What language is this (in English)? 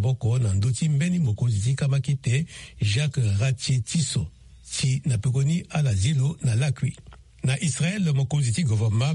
Sango